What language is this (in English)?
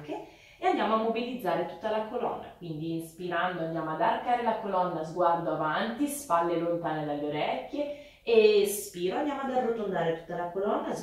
Italian